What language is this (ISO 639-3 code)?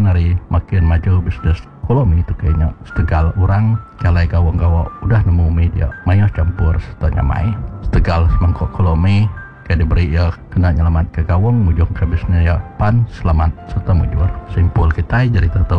iba